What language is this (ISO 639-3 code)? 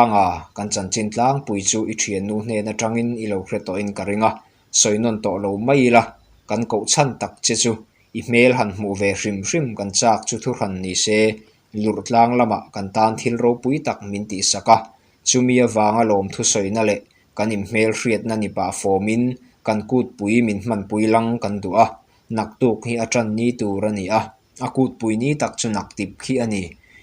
lus